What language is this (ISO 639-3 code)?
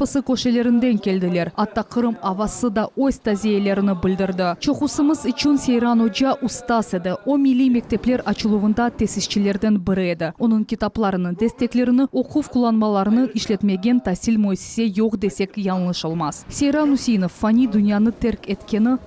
crh